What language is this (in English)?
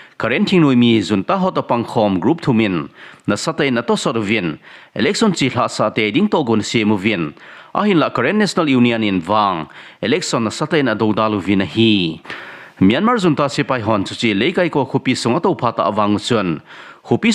Thado Chin